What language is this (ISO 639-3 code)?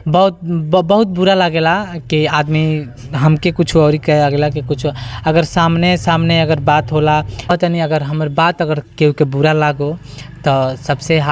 bho